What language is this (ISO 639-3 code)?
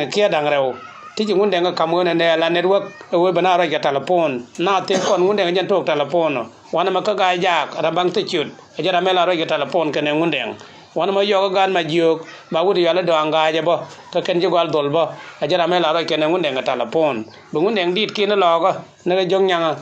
nus